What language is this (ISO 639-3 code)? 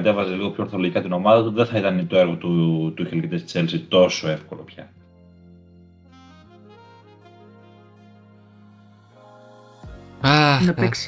ell